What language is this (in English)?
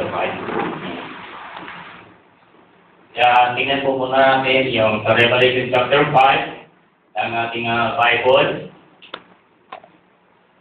Filipino